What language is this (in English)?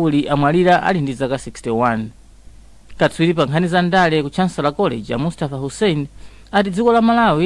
Nyanja